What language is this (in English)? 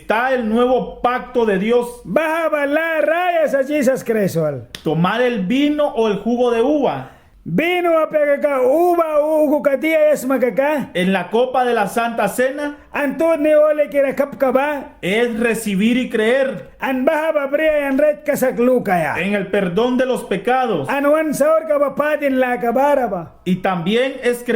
Mískito